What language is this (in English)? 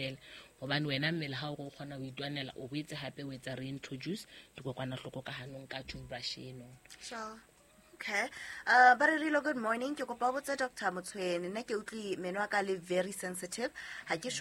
Southern Sotho